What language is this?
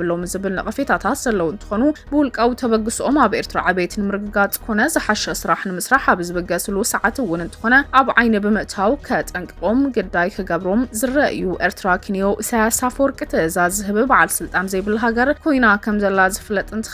Tigrinya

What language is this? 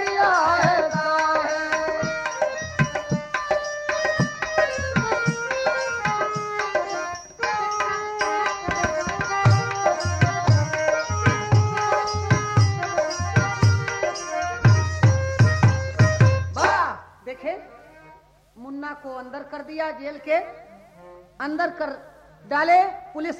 Bhojpuri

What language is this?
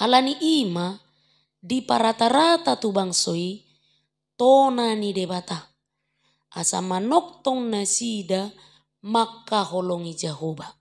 Batak Toba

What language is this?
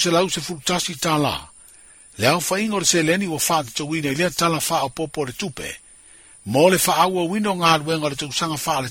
Samoan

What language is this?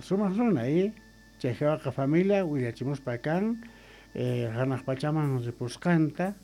South Bolivian Quechua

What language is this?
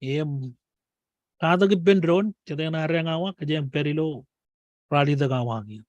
Marshallese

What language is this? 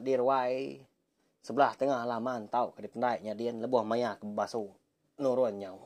Iban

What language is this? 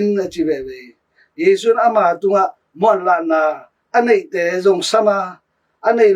Tedim Chin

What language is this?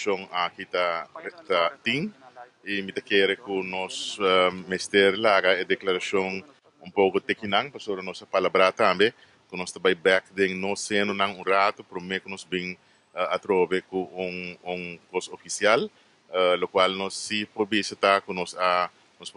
Papiamento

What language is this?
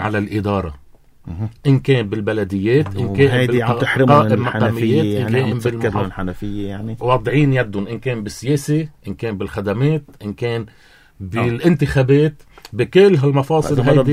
North Levantine Arabic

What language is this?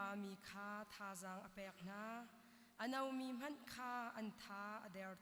Hakha Chin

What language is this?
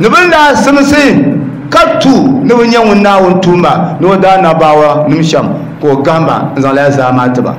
Dagbani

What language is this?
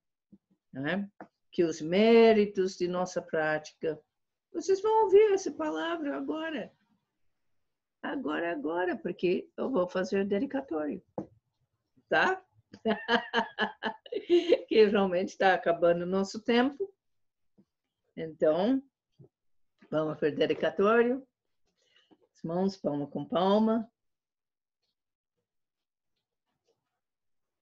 Portuguese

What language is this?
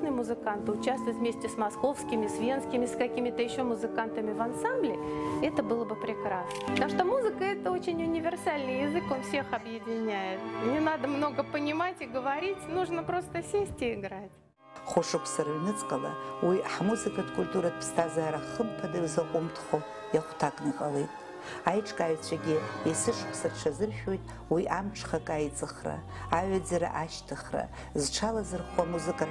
Abkhazian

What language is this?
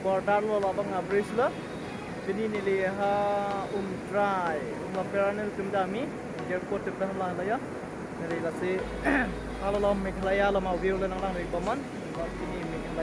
Karbi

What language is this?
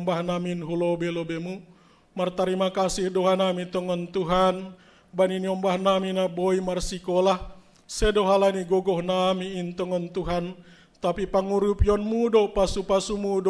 Batak Simalungun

